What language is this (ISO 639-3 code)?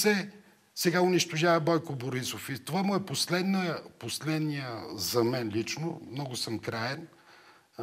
bul